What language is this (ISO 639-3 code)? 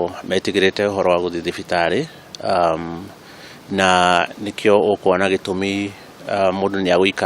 kik